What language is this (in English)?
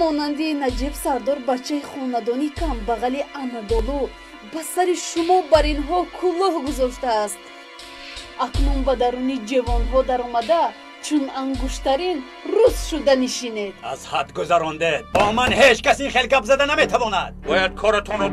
Tajik